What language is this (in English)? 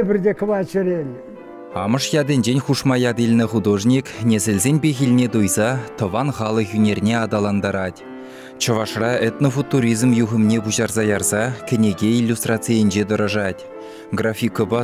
Chuvash